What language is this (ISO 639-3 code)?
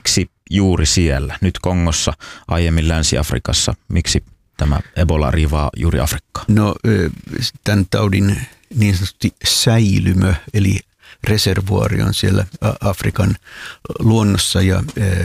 fin